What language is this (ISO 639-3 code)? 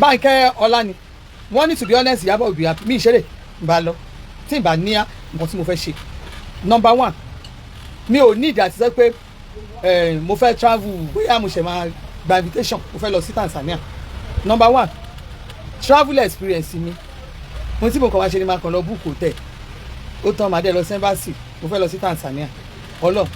yor